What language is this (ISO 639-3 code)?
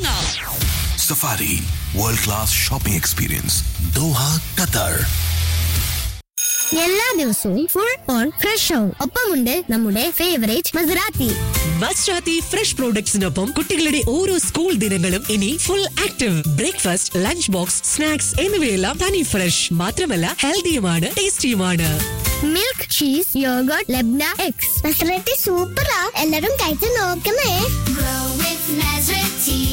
mal